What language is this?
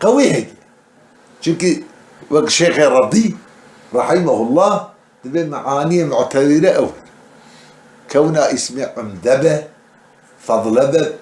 Kurdish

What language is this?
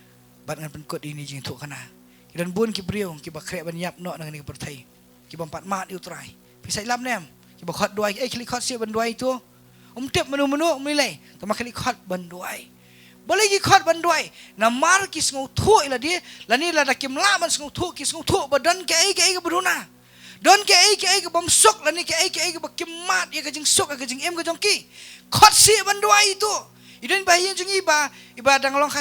Khasi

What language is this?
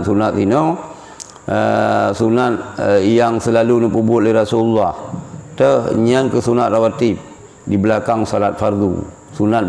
Achinese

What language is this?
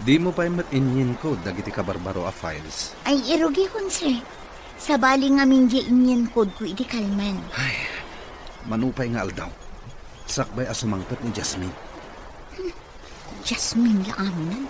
Iloko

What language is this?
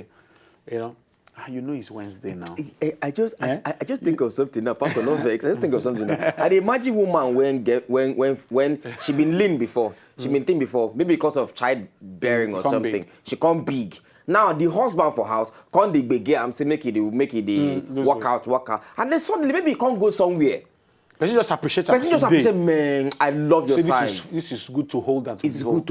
Nigerian Pidgin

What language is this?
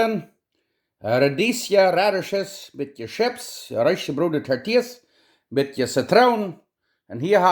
Plautdietsch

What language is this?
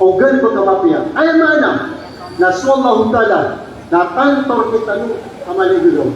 Maranao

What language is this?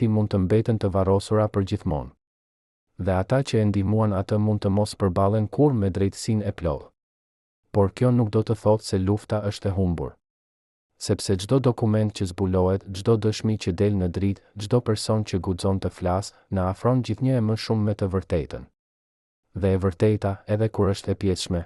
Albanian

